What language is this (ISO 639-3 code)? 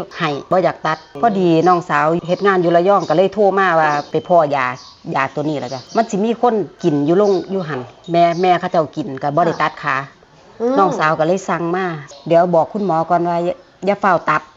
tts